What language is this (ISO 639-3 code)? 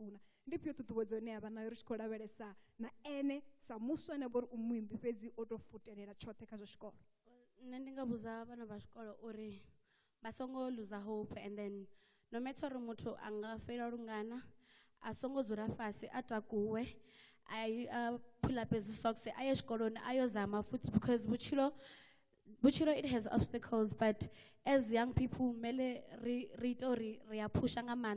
ven